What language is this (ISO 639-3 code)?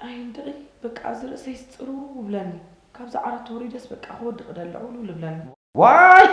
tir